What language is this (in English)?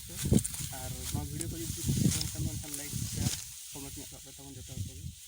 Santali